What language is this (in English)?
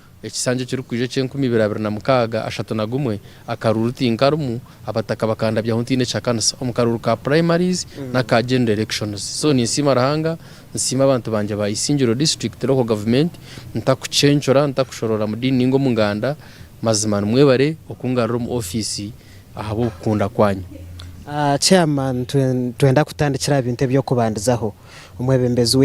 Nyankole